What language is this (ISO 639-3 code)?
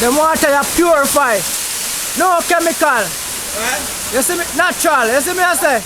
jam